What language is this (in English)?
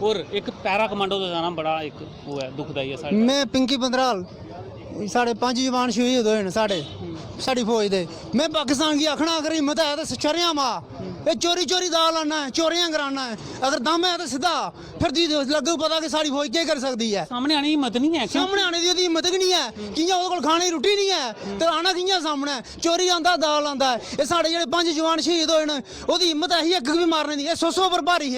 Dogri